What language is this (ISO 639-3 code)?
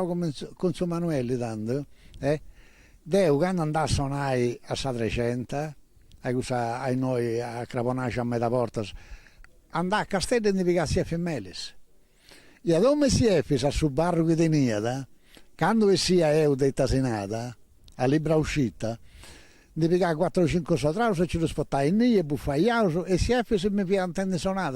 srd